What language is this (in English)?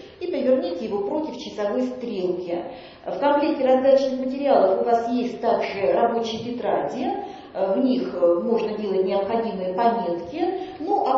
Russian